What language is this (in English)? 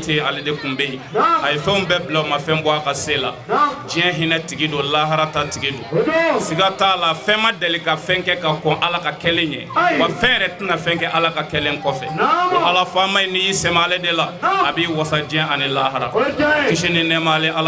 Bambara